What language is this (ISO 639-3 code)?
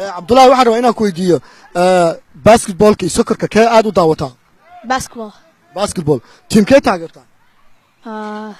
som